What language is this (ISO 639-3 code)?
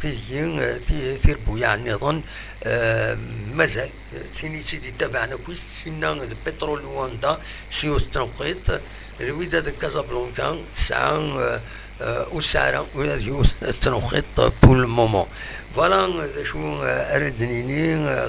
kab